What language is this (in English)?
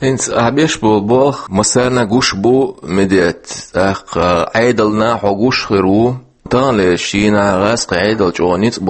Chechen